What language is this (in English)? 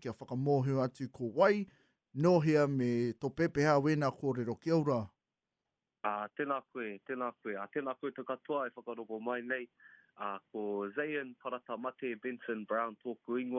Māori